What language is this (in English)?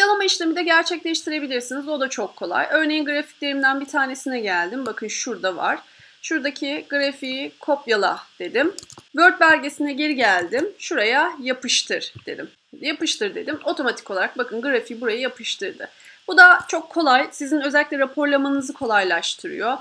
Turkish